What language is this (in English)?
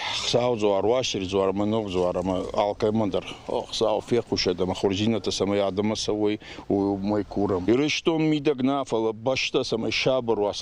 Ossetic